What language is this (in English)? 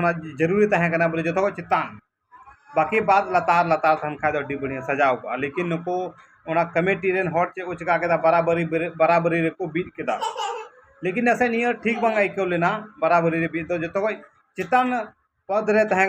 Santali